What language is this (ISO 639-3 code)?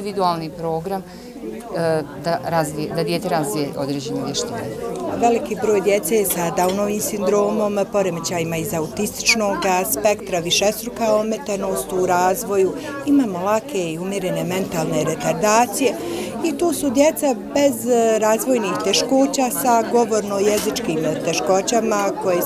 bos